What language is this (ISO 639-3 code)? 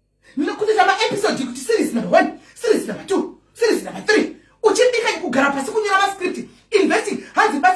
sna